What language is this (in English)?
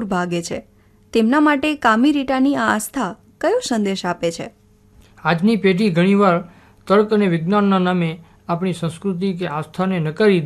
Gujarati